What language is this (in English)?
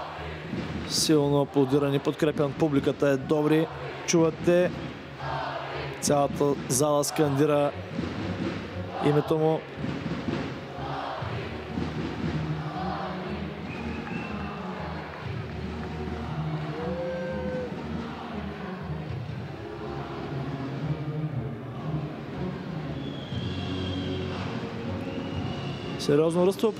Bulgarian